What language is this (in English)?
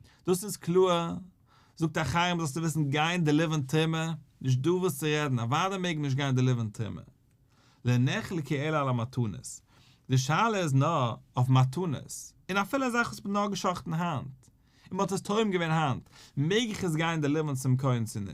Yiddish